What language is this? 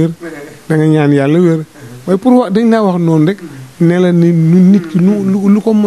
Wolof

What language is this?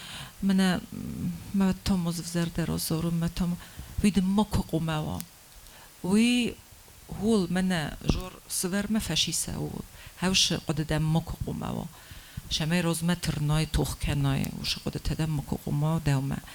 Ossetic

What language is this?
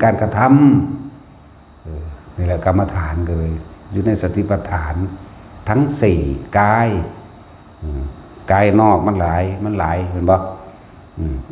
Northeastern Thai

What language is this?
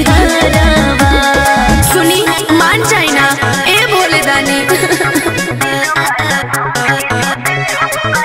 Bhojpuri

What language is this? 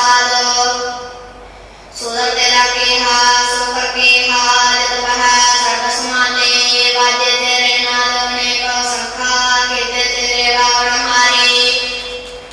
Punjabi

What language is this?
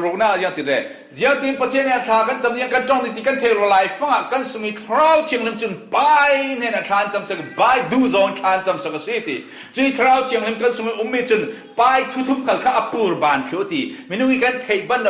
Falam Chin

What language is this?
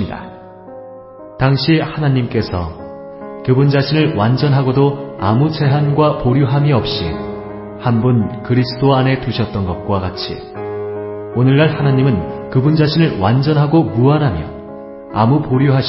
Korean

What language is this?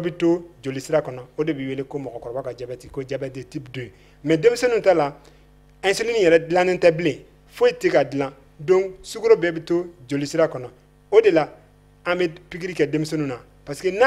Bambara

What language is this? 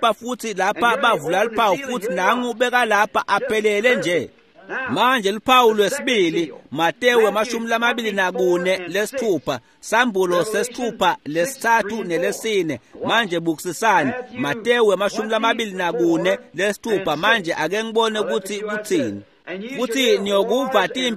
Swati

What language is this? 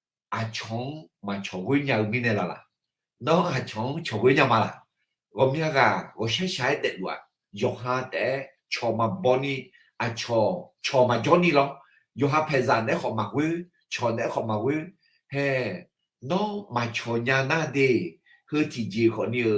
Akha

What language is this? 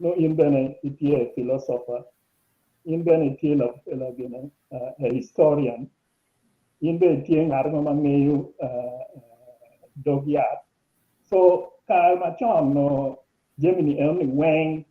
Acoli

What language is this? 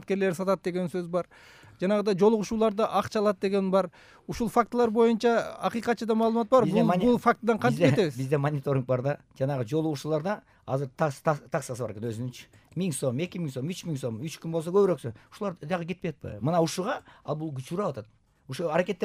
Kyrgyz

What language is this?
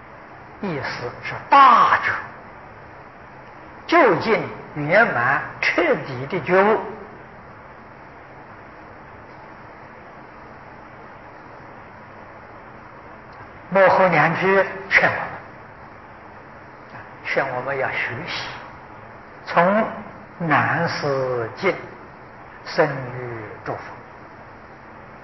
Chinese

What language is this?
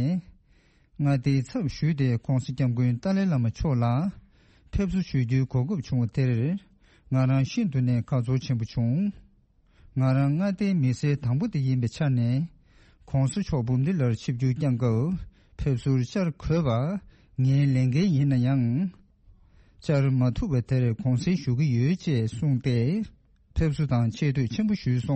Tibetan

